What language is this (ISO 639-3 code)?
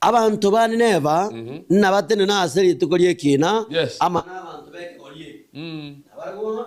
guz